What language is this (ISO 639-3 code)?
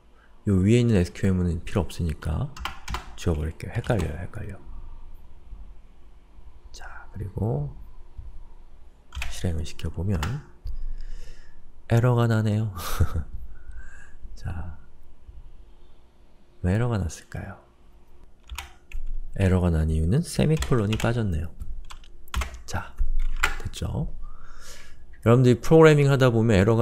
kor